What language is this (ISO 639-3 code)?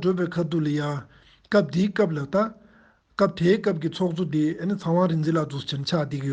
bod